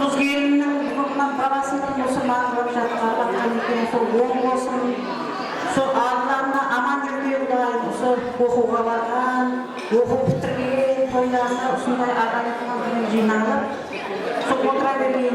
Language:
Kara-Kalpak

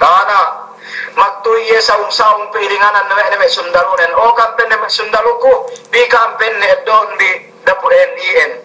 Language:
Yakan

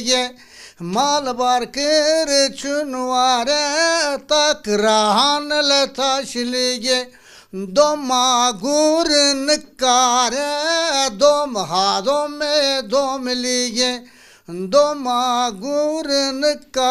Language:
Zaza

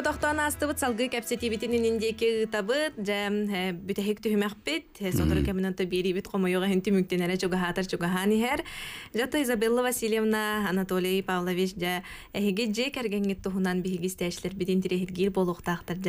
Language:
Yakut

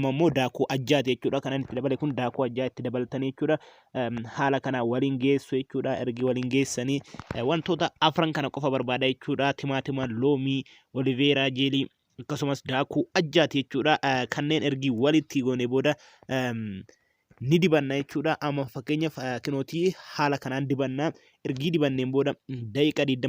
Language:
Oromo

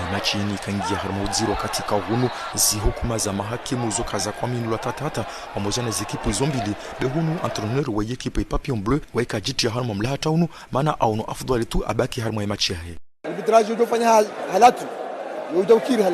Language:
Ngazidja Comorian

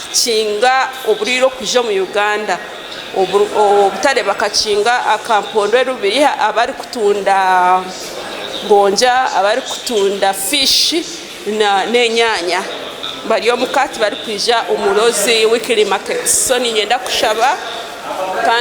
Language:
Nyankole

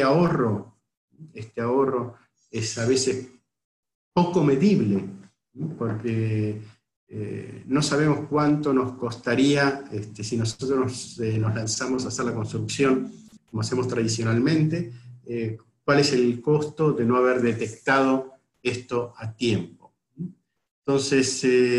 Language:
Spanish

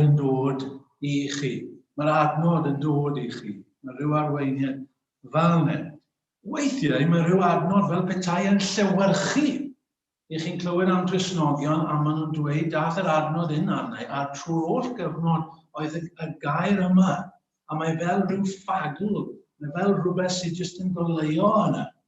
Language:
Welsh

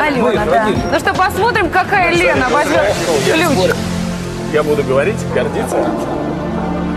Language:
Russian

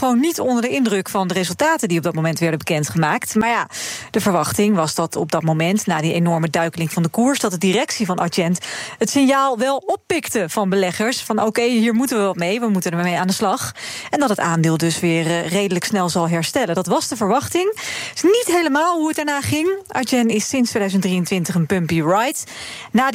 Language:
Dutch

